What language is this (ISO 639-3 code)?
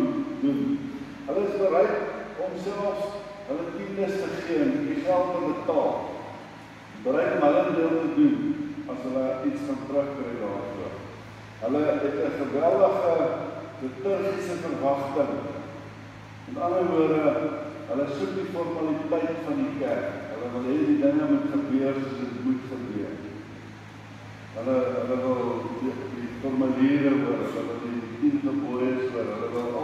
afr